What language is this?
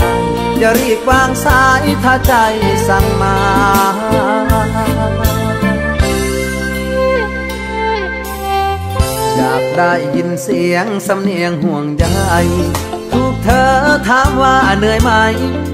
Thai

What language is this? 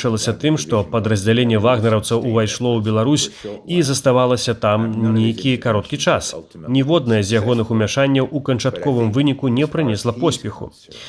Belarusian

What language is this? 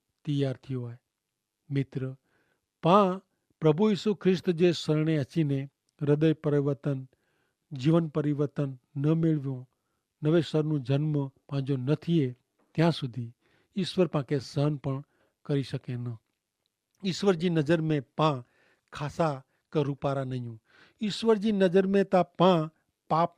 Kachhi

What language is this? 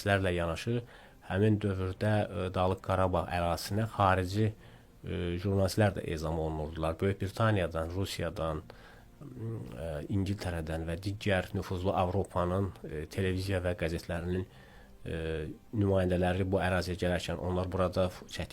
Azerbaijani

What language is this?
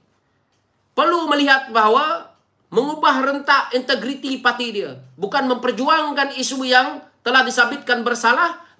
Malay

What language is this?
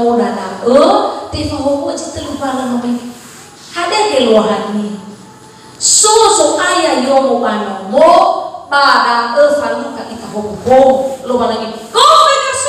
Nias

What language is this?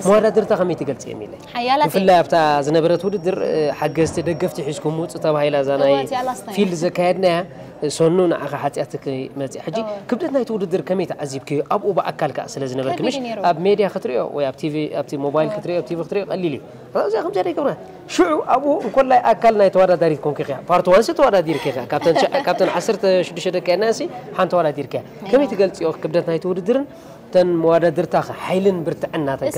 Tigrinya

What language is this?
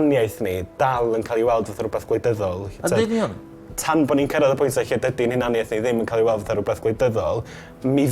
Welsh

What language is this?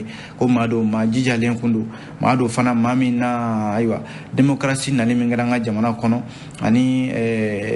Bambara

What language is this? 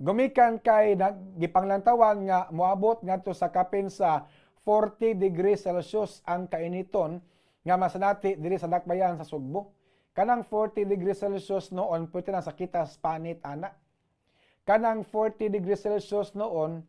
Cebuano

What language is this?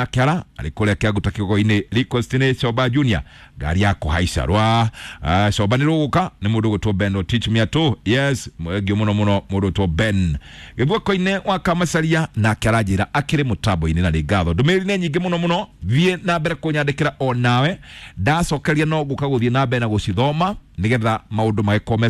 Kikuyu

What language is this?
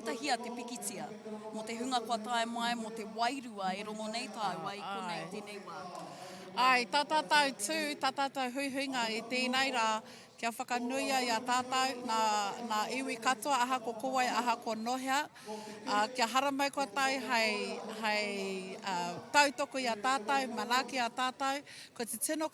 Māori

